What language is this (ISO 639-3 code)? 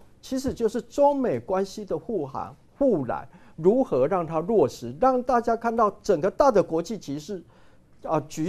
zho